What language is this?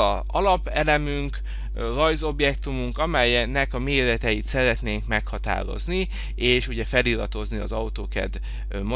Hungarian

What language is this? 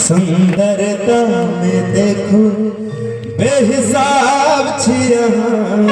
Maithili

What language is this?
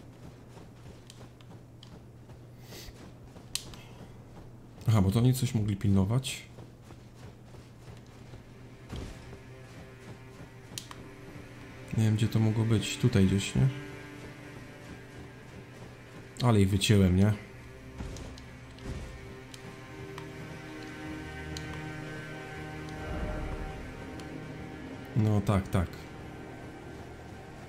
Polish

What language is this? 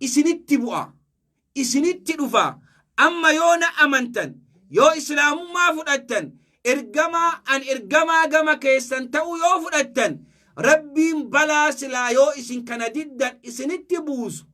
Oromo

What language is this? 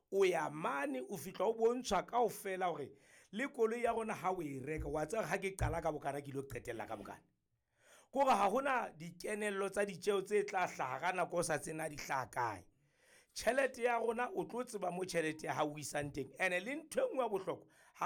Southern Sotho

